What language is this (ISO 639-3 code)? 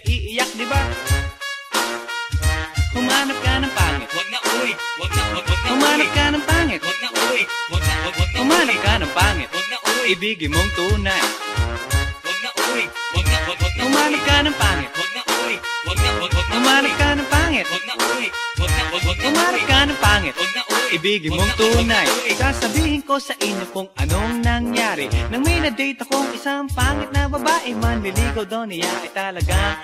fil